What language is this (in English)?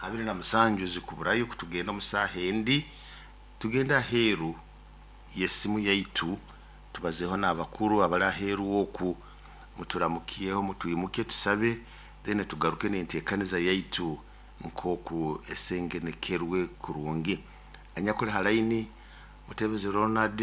Nyoro